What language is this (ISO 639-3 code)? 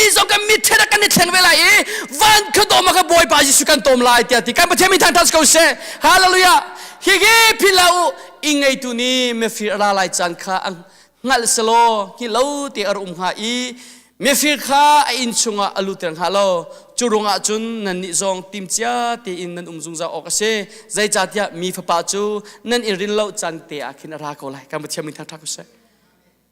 cnh